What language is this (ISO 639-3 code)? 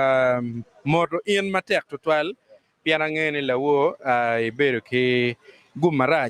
ach